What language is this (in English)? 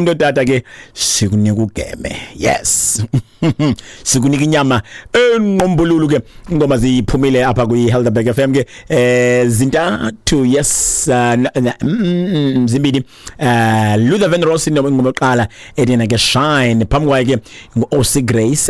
Xhosa